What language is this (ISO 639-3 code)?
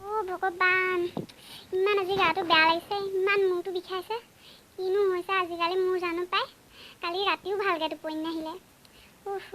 asm